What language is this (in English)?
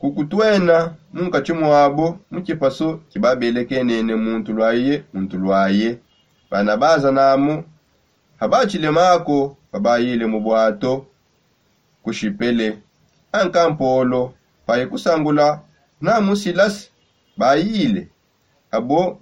Songe